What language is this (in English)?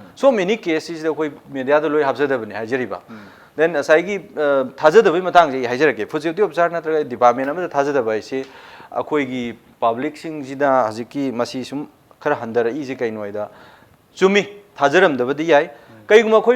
Manipuri